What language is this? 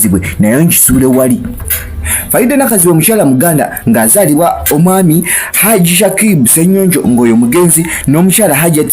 Ganda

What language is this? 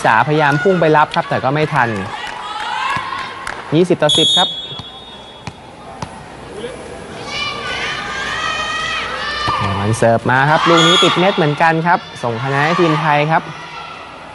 Thai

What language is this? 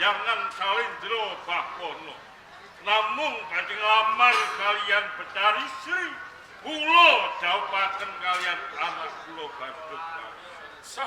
Javanese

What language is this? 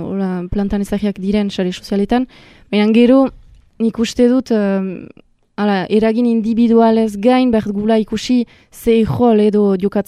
Basque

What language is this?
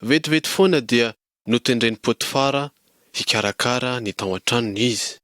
Malagasy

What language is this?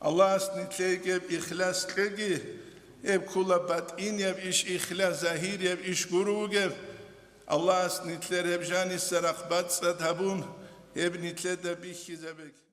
Avaric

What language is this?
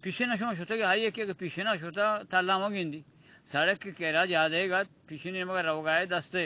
Eastern Balochi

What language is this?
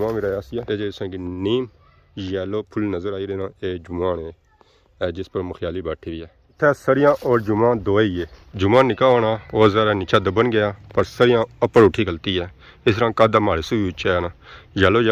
Pahari-Potwari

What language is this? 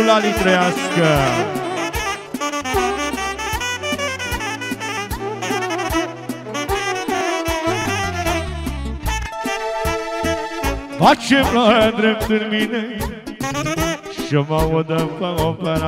Romanian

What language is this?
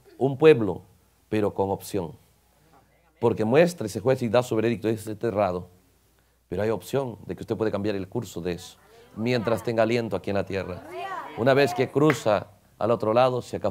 Spanish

